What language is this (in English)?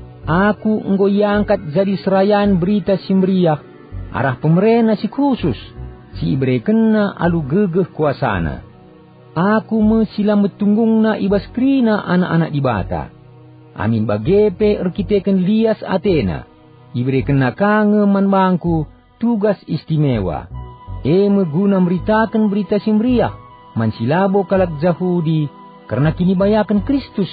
Batak Karo